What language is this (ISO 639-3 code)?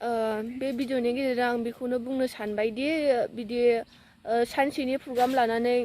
brx